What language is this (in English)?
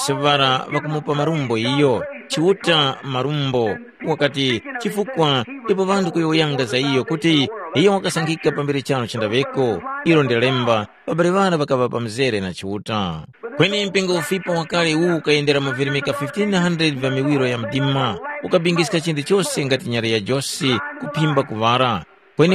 Tumbuka